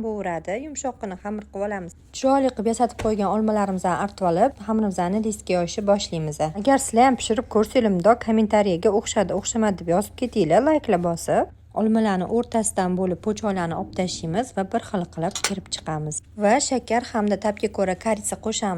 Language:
Uzbek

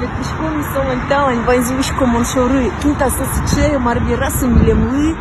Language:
Udmurt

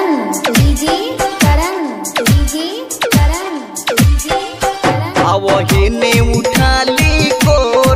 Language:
Bhojpuri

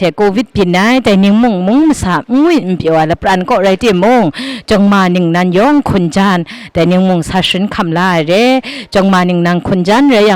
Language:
Kachin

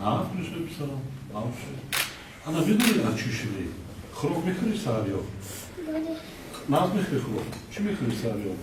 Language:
Tajik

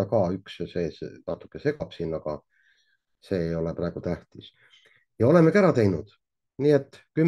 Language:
Estonian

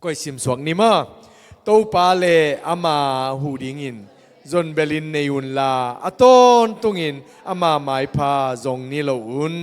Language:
Tedim Chin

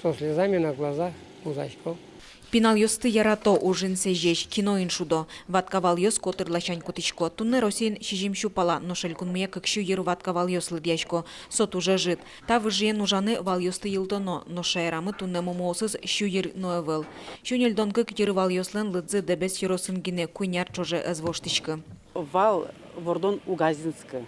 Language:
Udmurt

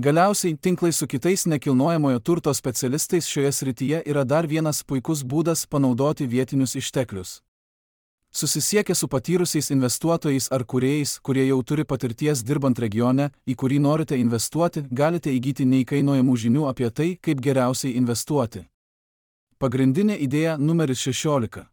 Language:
Lithuanian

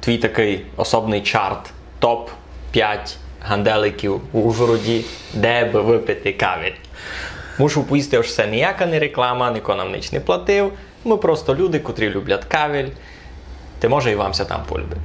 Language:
Rusyn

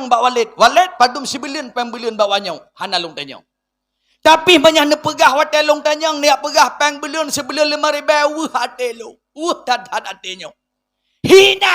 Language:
Achinese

